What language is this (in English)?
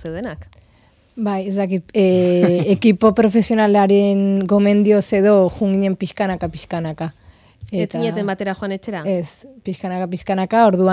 Basque